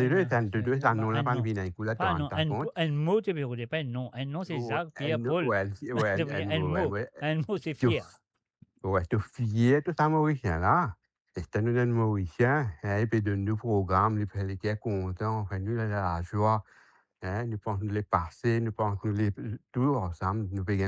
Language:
Morisyen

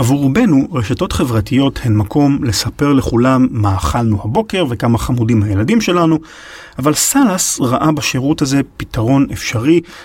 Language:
Hebrew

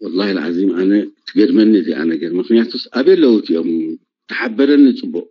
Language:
Tigrinya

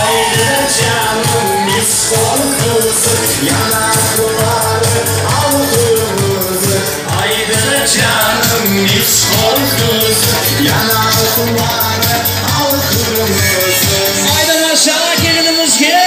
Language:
Crimean Tatar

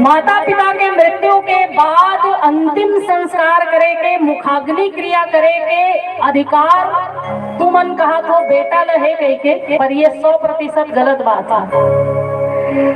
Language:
Chhattisgarhi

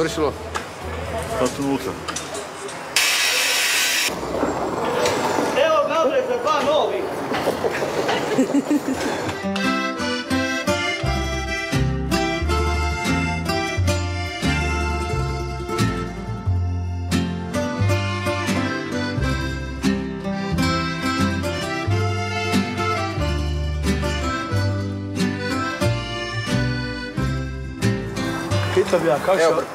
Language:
Croatian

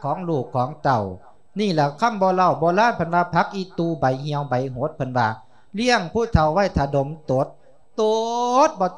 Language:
Lao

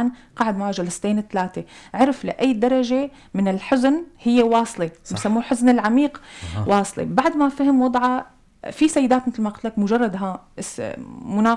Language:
North Levantine Arabic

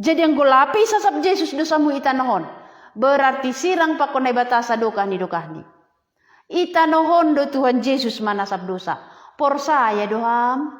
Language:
Batak Simalungun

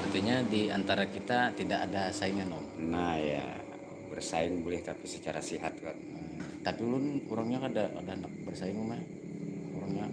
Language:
Banjar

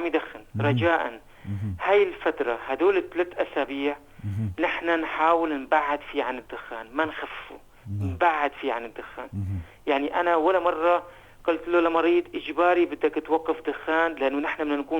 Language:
North Levantine Arabic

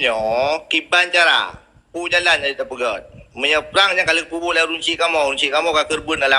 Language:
Achinese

